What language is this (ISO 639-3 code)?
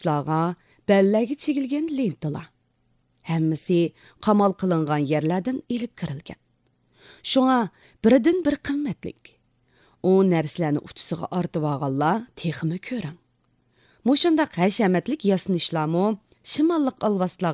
uig